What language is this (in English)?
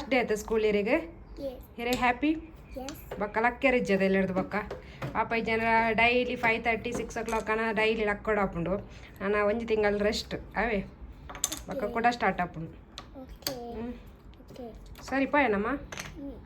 Tulu